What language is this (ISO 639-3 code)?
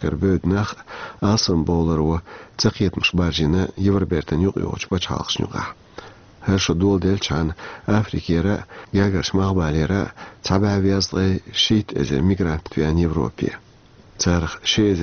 che